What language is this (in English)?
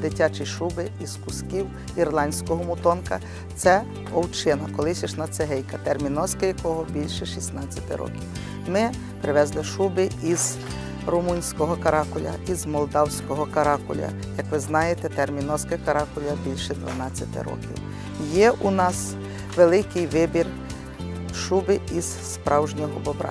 Ukrainian